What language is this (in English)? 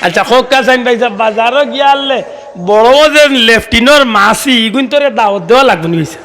Sylheti